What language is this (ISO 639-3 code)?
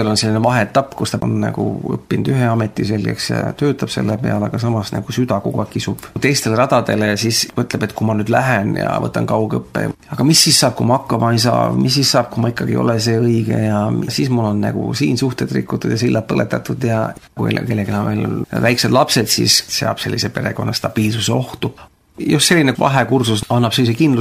est